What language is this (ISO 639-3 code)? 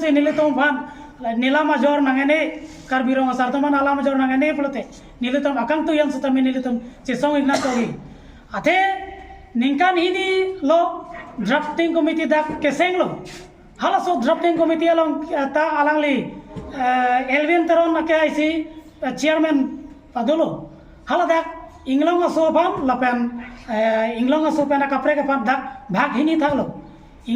mjw